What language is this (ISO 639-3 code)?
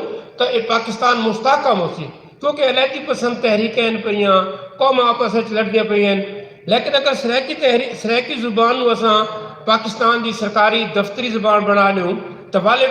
skr